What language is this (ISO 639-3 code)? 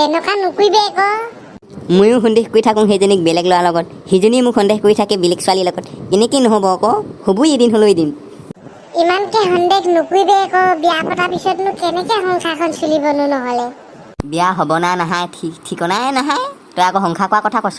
asm